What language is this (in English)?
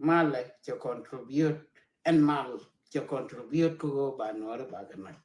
Nuer